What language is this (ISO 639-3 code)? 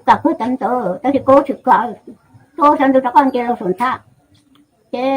hmn